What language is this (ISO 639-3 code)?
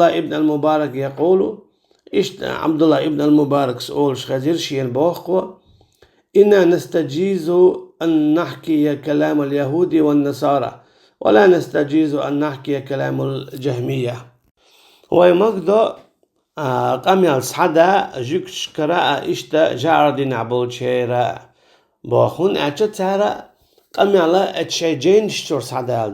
che